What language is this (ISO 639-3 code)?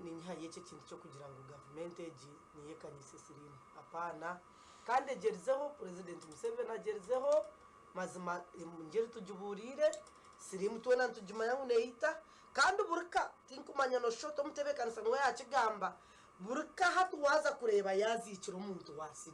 nyn